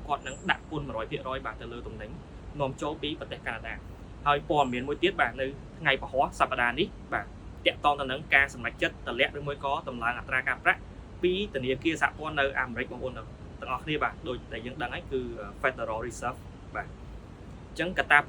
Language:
Khmer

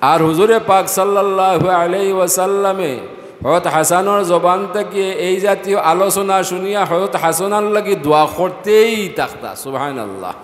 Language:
Sylheti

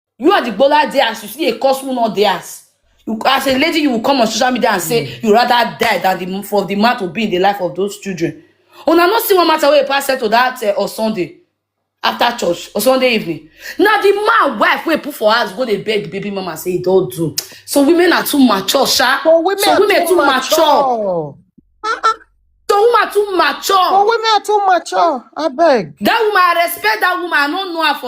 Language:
Nigerian Pidgin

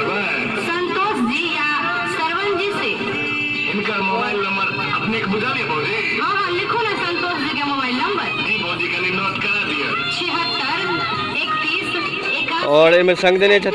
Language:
Maithili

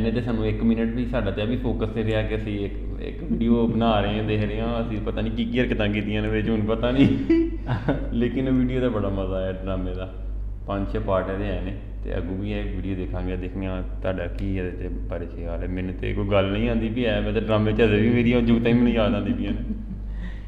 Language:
Punjabi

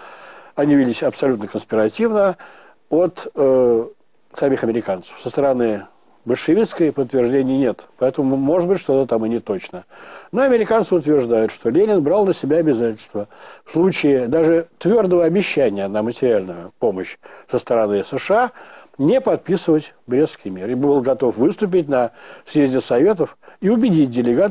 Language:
Russian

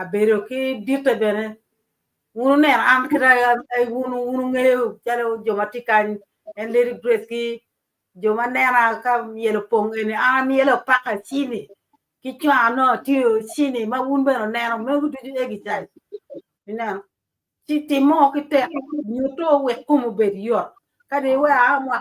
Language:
Acoli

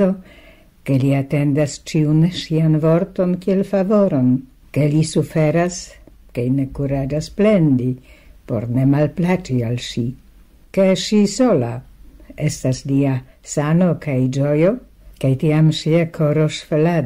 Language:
Esperanto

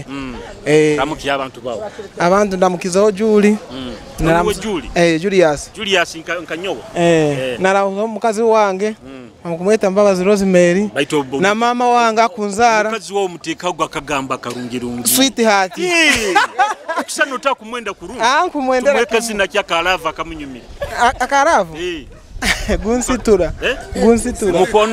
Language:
Nyoro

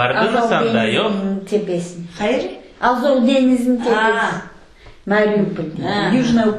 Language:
Crimean Tatar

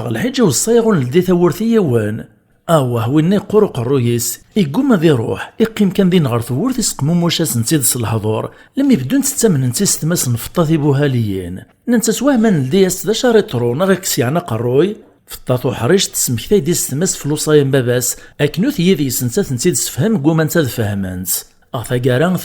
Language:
Kabyle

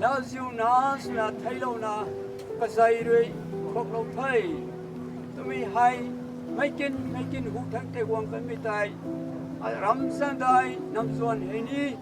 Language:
Rongmei Naga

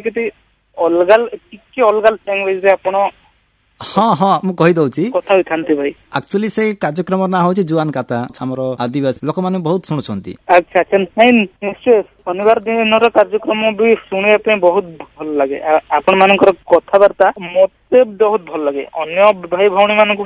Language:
Odia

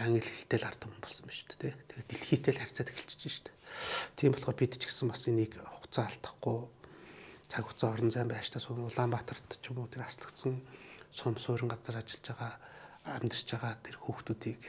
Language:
Mongolian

